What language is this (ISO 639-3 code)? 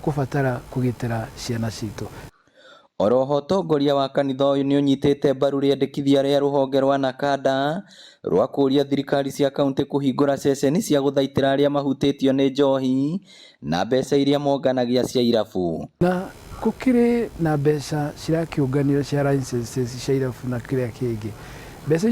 kik